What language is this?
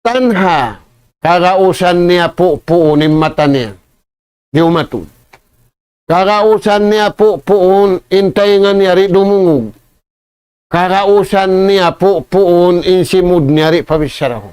Tausug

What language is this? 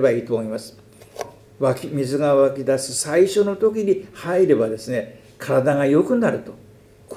Japanese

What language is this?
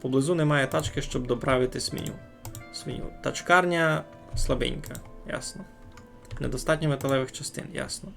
Rusyn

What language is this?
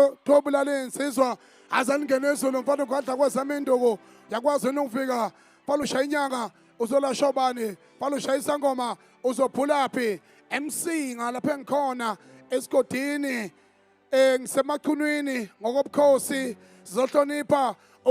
Zulu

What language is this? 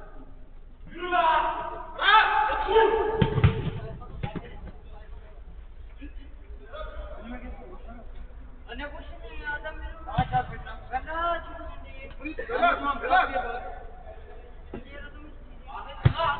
Turkish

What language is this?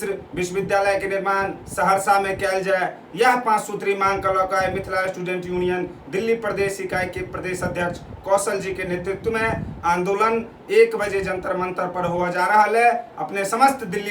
Maithili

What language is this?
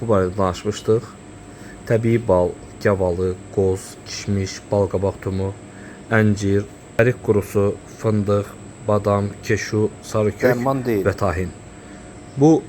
Azerbaijani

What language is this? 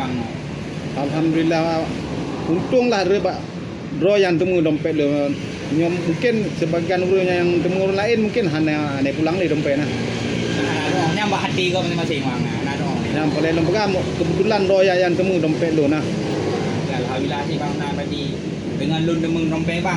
Achinese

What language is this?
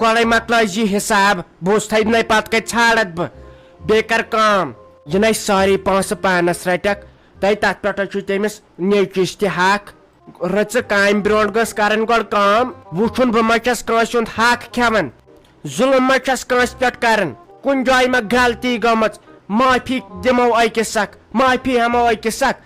Kashmiri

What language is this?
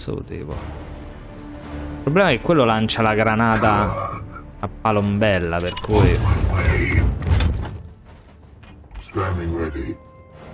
Italian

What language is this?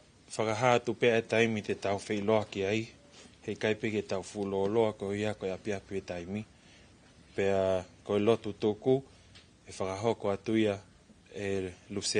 Tongan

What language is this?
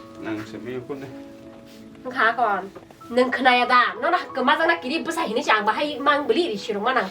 Kok Borok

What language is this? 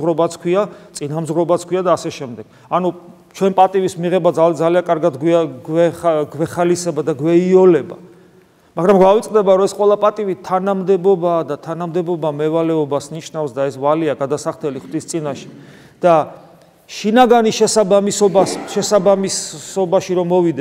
Georgian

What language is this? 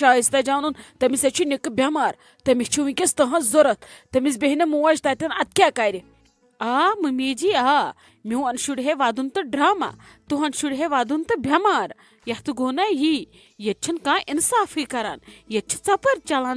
Kashmiri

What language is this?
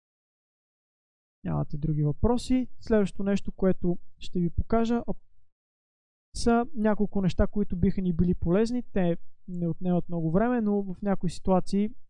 Bulgarian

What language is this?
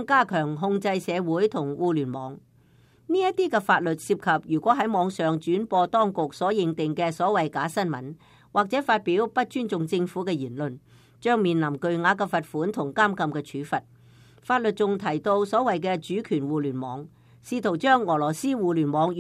Cantonese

